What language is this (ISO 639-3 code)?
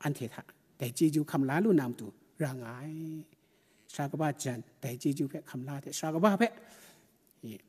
kac